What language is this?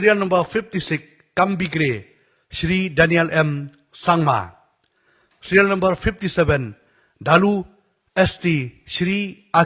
Khasi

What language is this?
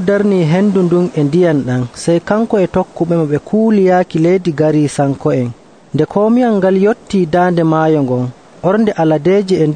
Nigerian Fulfulde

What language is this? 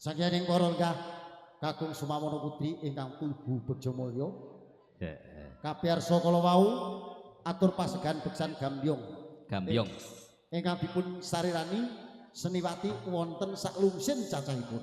Javanese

